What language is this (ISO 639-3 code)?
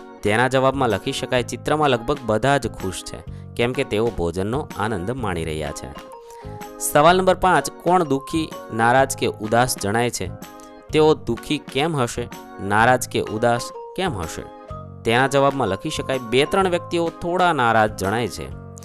guj